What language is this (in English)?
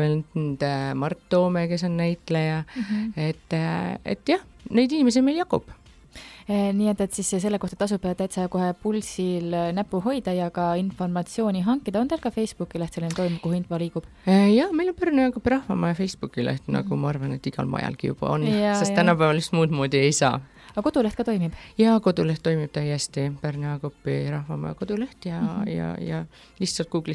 Estonian